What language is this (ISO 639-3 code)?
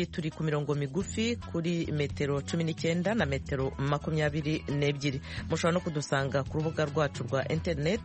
kin